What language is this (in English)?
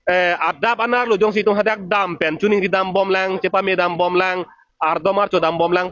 Karbi